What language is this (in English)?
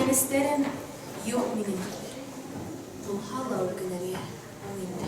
Bashkir